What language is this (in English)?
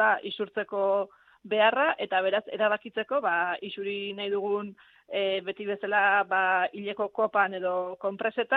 Basque